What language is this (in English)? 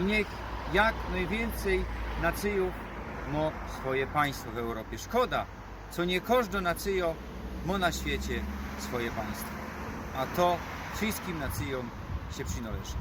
Silesian